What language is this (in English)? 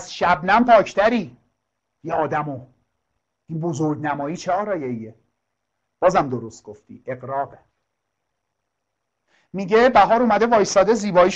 Persian